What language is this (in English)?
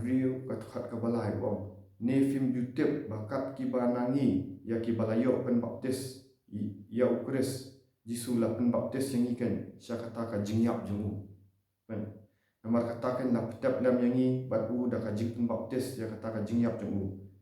Khasi